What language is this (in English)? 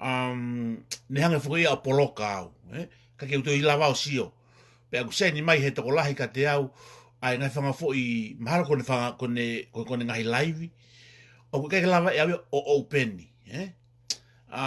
Tongan